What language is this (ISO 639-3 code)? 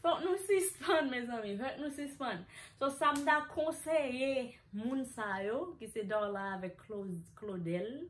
hat